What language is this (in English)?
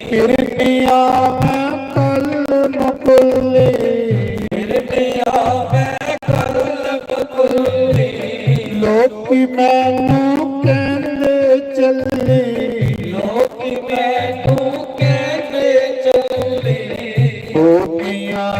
Dogri